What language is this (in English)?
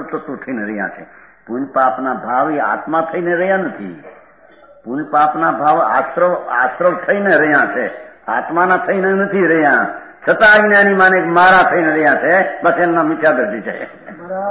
Gujarati